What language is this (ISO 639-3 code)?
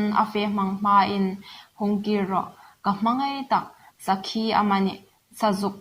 hmr